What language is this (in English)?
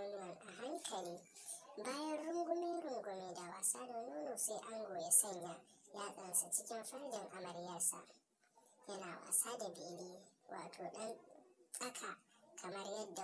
Hausa